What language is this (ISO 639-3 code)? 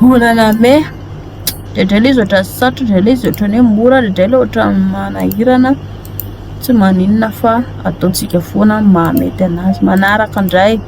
mlg